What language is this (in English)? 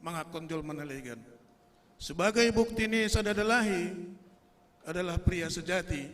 Batak Simalungun